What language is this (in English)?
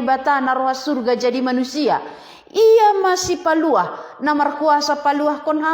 Batak Simalungun